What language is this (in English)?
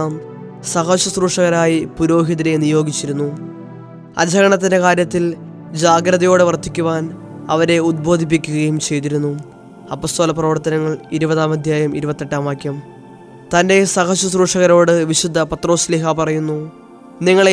Malayalam